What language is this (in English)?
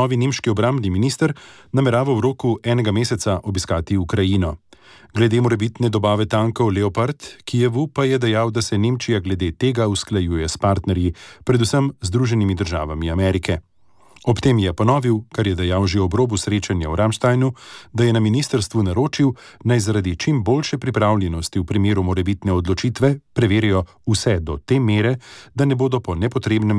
Slovenian